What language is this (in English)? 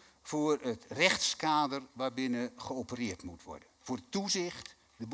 Dutch